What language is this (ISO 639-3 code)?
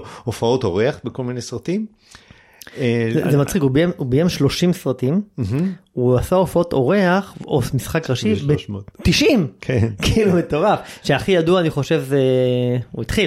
heb